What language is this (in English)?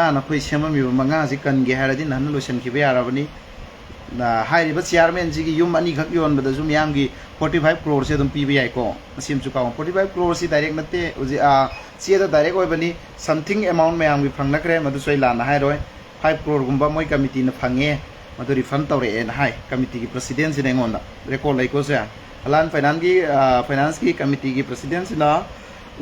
Manipuri